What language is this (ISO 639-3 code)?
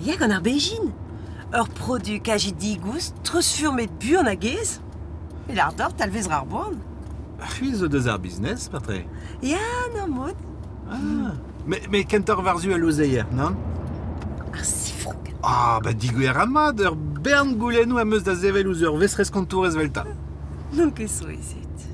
bre